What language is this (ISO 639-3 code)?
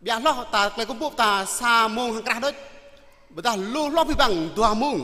jra